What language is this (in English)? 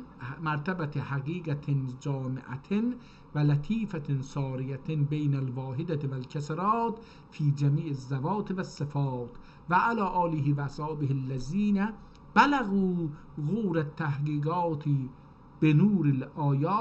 South Azerbaijani